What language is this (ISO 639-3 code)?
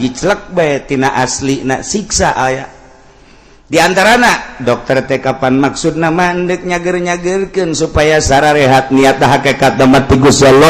sun